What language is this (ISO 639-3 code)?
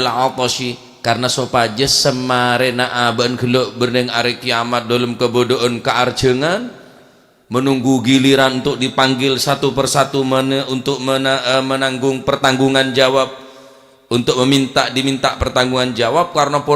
mad